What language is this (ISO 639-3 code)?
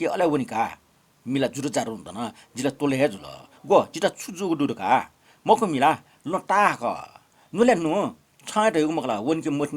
new